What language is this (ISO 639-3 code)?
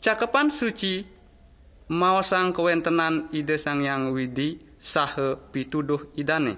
ban